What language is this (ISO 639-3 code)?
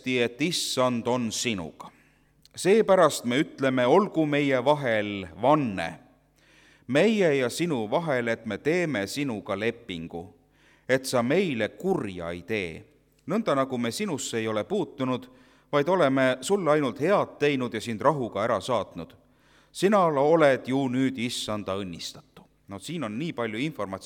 est